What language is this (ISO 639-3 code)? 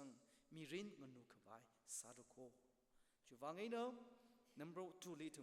nmf